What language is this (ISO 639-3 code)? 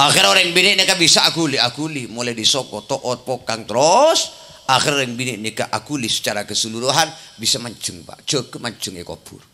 mad